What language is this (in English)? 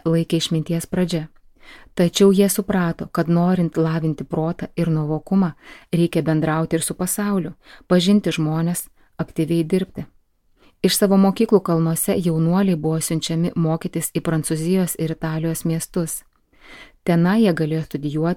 Lithuanian